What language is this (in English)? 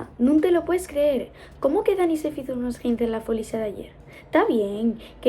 Asturian